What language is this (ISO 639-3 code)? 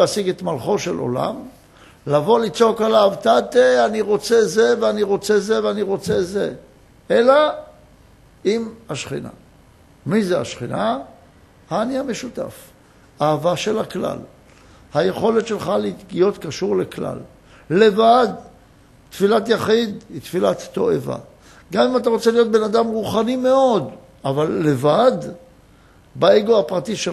heb